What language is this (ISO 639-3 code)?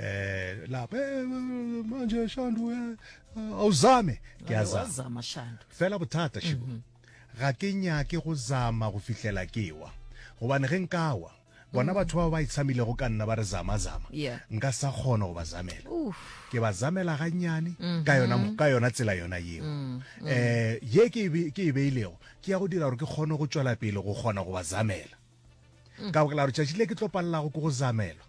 nso